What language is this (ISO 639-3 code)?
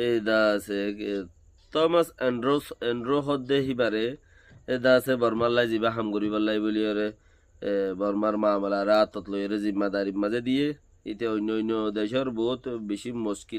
rhg